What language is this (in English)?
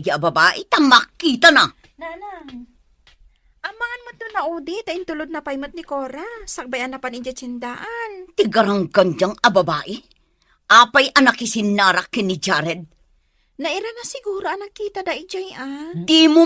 Iloko